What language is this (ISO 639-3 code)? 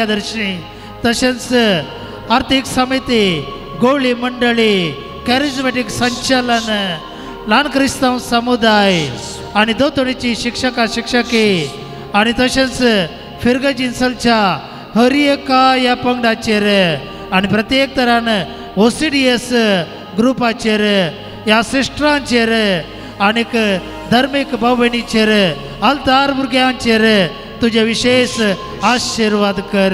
kok